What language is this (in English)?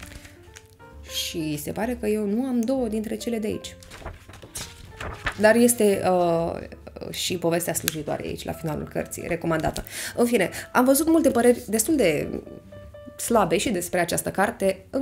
Romanian